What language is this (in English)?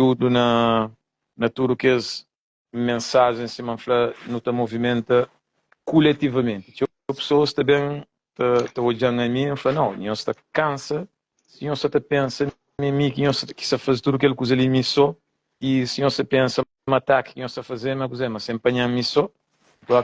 Kabuverdianu